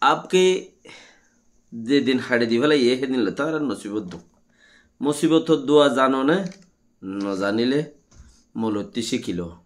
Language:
Rohingya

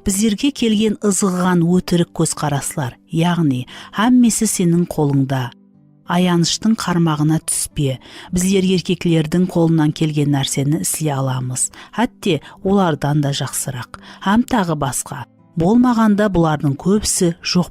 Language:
Kara-Kalpak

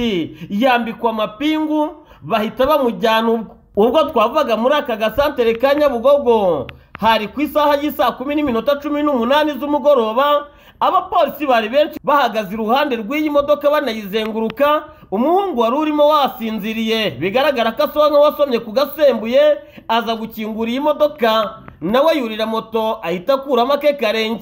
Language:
Kinyarwanda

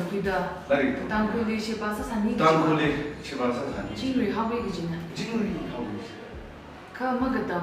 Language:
Tangkhul Naga (India)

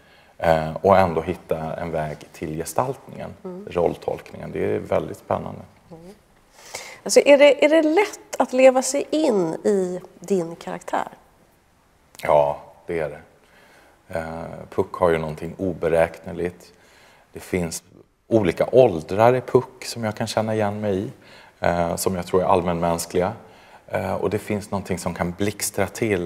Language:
Swedish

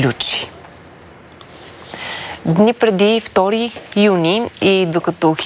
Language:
Bulgarian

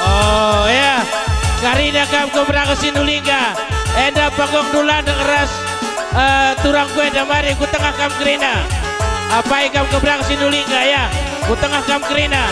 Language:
Batak Karo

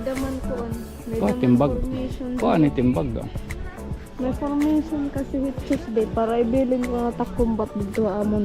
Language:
Waray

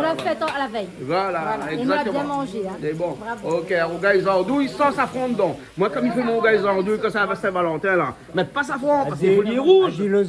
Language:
Réunion Creole French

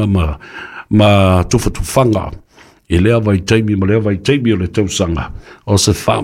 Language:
Samoan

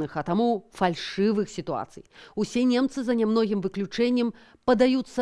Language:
Belarusian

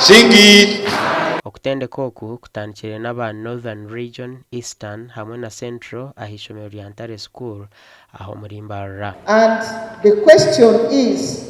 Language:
Nyankole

